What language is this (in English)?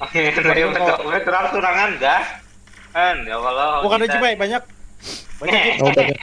Banjar